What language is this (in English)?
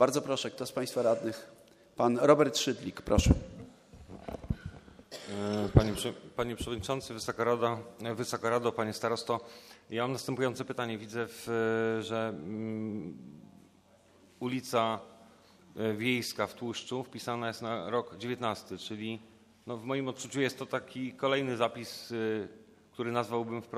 Polish